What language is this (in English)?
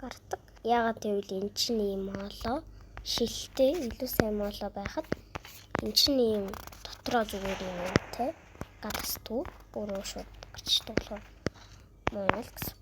Mongolian